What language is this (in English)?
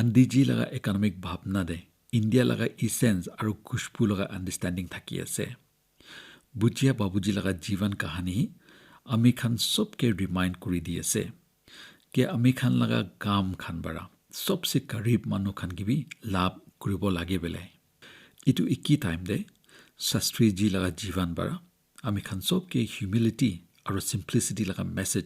Naga Pidgin